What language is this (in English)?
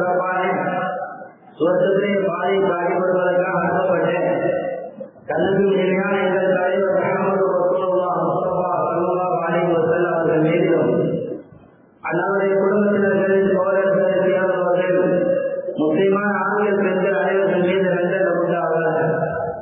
Tamil